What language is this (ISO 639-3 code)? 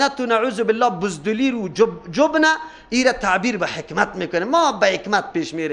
fas